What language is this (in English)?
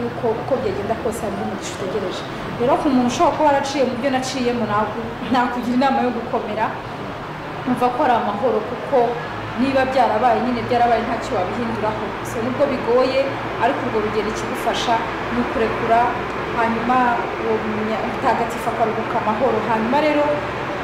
Kinyarwanda